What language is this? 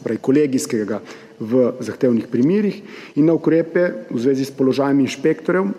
Slovenian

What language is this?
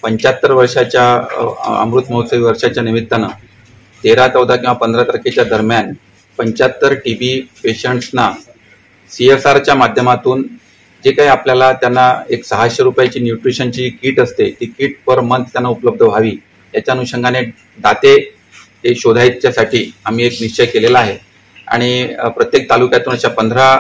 Marathi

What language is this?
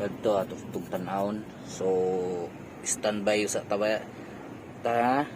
Cebuano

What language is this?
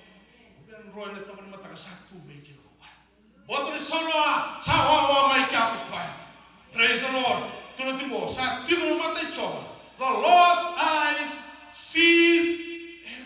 Fijian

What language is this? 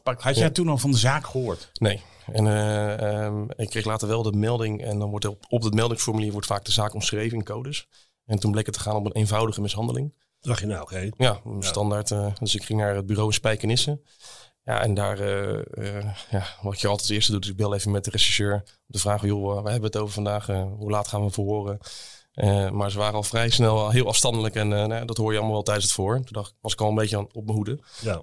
Dutch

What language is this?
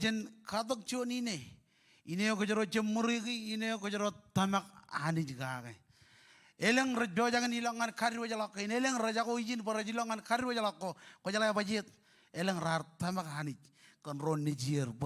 Marshallese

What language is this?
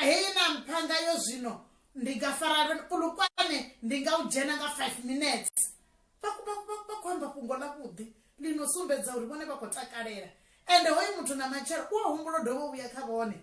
Venda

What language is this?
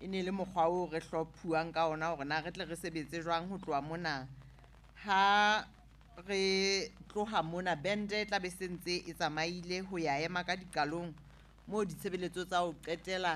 Southern Sotho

